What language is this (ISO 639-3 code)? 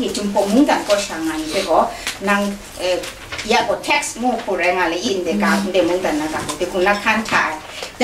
kac